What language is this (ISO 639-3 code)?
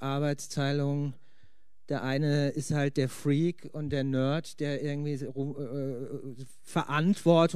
deu